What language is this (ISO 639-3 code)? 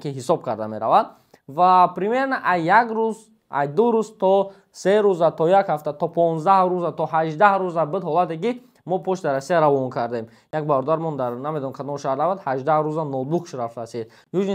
tgk